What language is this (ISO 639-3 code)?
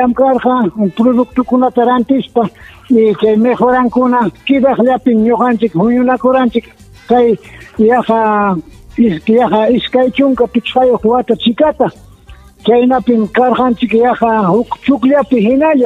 quy